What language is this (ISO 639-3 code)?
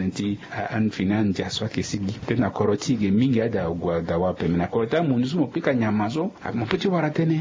sag